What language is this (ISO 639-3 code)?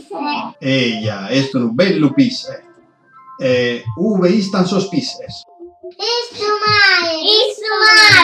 srd